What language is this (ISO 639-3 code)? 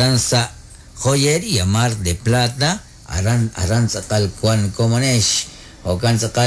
kek